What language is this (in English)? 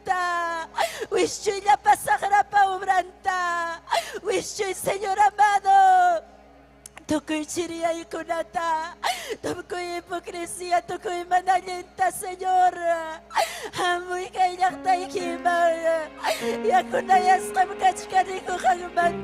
Ayacucho Quechua